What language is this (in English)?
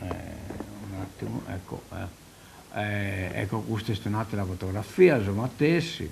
Sardinian